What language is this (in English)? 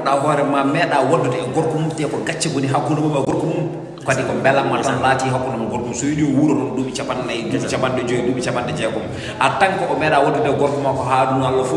Fula